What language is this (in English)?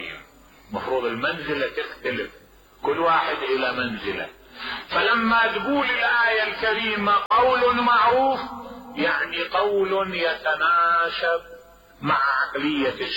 Mesopotamian Arabic